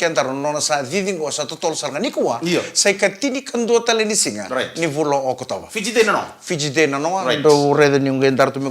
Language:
Fijian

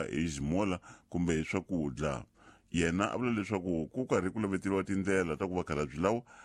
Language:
Tsonga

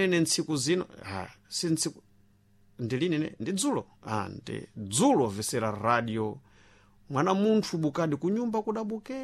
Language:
Sena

